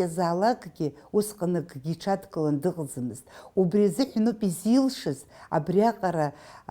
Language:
Abkhazian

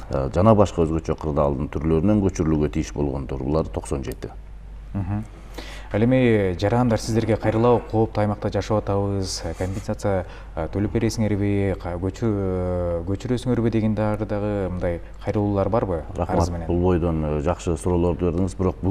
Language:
Kyrgyz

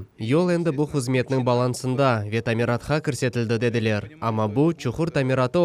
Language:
Crimean Tatar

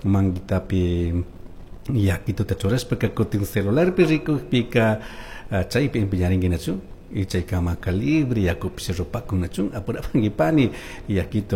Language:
Chimborazo Highland Quichua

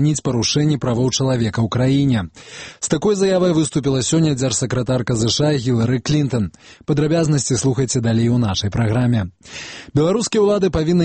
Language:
Belarusian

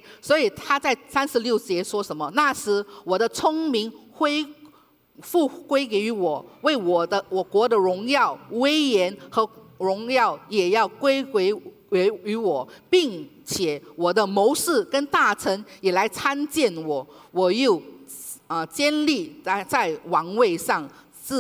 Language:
Chinese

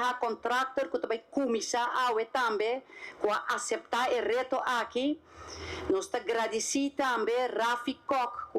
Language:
Papiamento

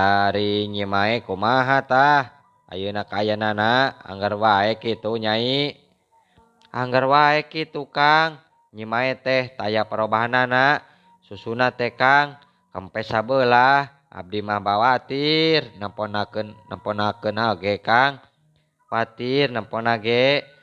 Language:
Sundanese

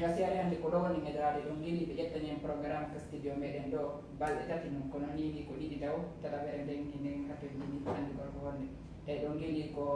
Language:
Fula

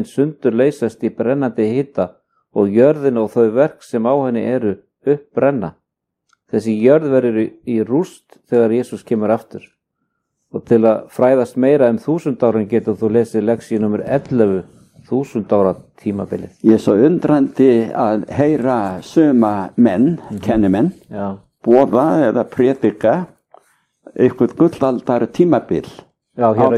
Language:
Icelandic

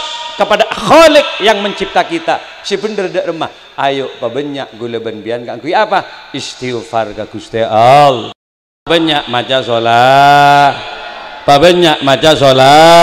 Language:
Madurese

